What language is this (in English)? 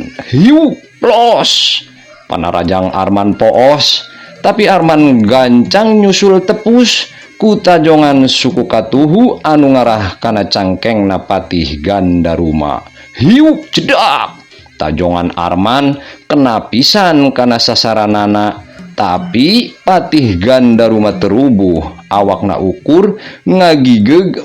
Sundanese